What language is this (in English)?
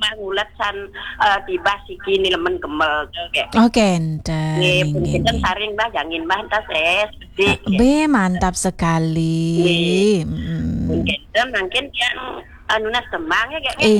Balinese